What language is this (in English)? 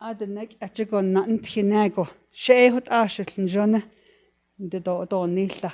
Navajo